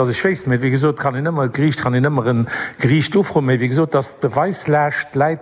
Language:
Luxembourgish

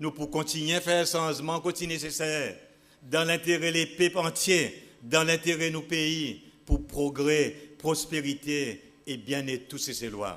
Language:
Seselwa Creole French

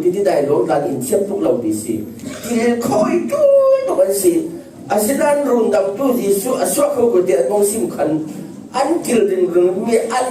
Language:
Falam Chin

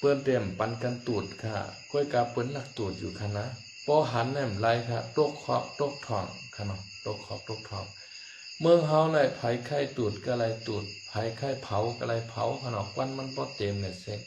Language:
Shan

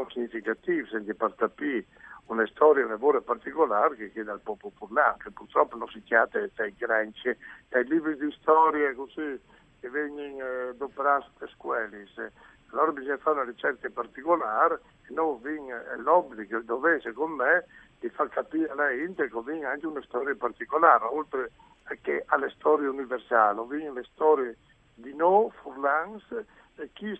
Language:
Friulian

